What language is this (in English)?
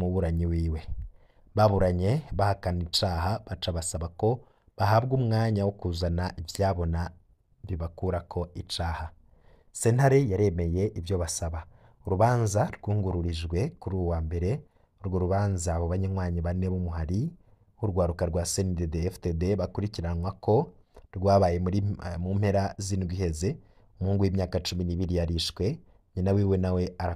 Rundi